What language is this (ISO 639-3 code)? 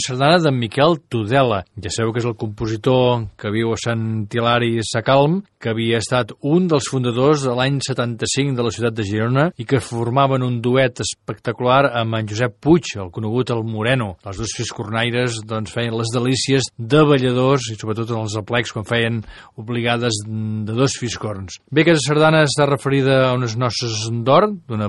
cat